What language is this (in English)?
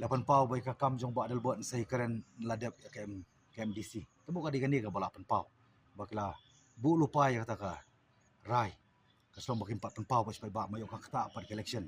Khasi